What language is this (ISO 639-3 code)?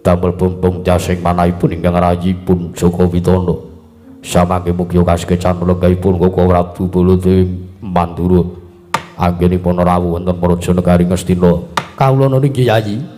jav